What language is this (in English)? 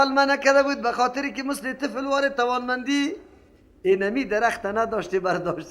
Persian